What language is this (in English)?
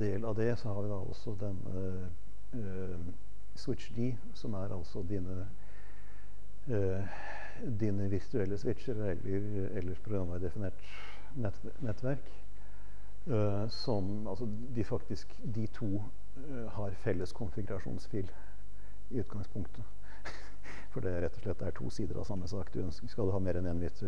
Norwegian